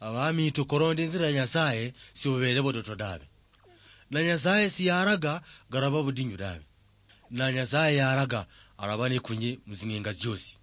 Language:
Luyia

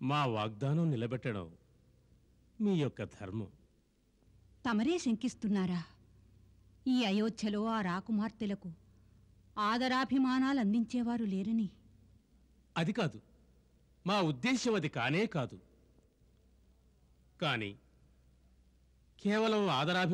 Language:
Telugu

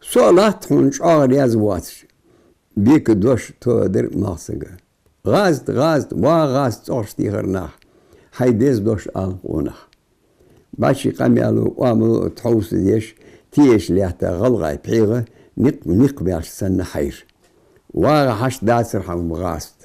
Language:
Ingush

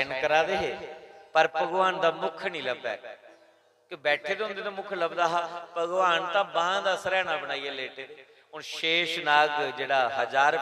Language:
Dogri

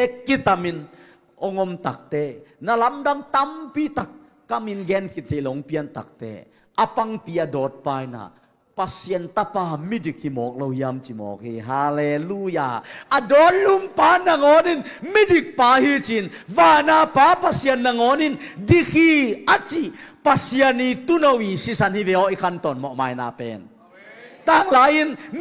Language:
Tedim Chin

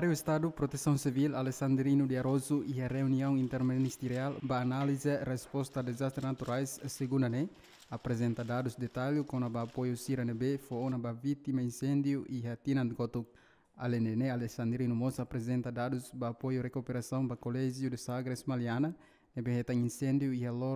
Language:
Tetum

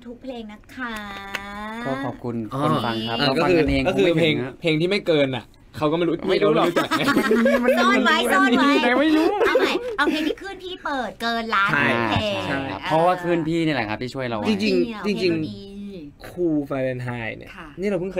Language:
Thai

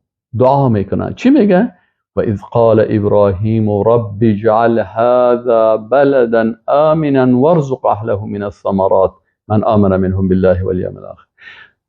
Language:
Persian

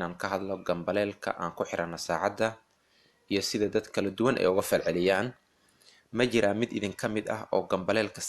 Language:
Somali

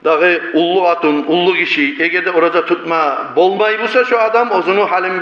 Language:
Kumyk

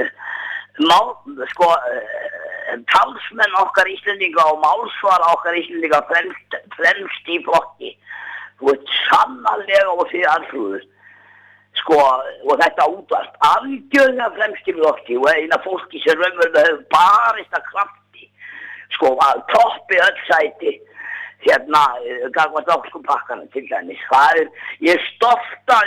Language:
Icelandic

